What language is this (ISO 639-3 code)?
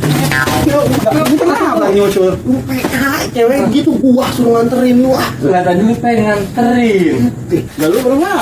bew